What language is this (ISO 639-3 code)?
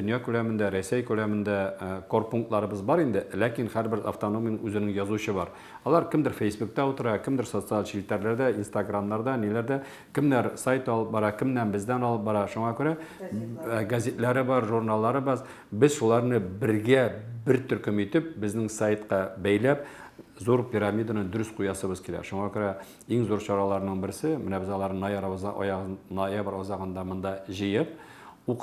tat